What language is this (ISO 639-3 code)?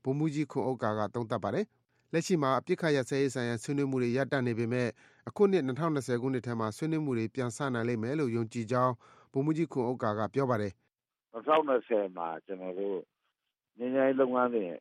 mya